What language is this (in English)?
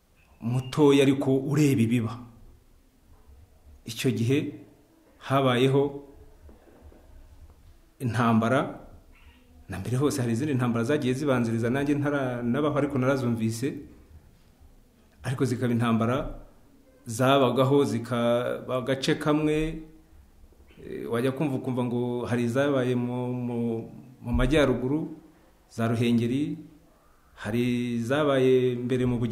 Kinyarwanda